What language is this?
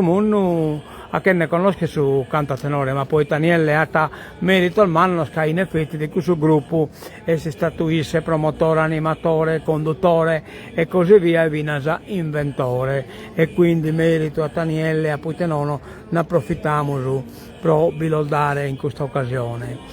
Sardinian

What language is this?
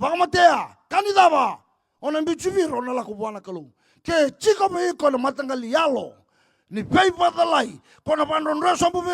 Fijian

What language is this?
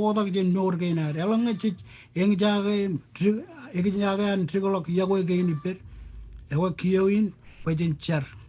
Marshallese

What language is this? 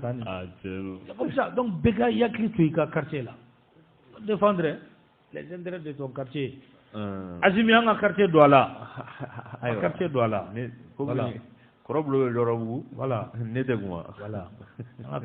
Bambara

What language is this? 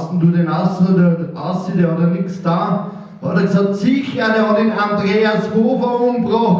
Bavarian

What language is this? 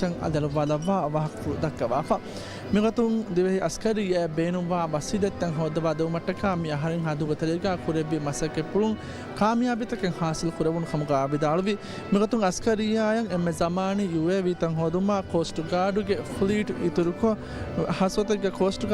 Divehi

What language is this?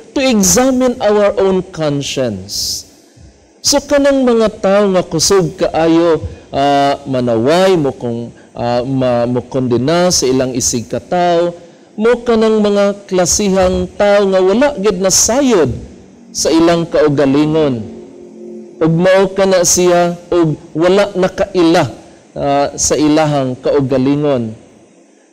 Cebuano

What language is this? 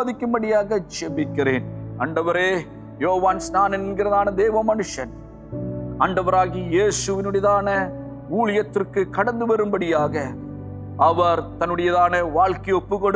Tamil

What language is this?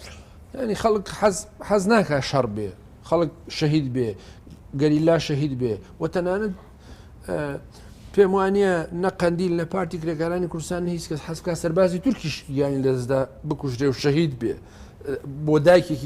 Central Kurdish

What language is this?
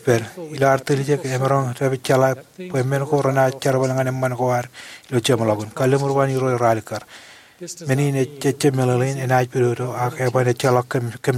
Marshallese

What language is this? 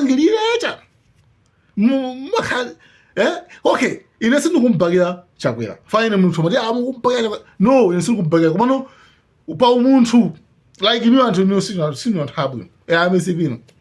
Nyanja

